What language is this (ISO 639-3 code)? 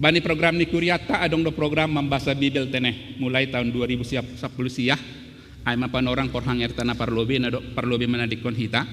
bts